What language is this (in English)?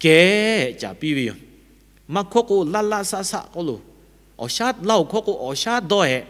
Lahu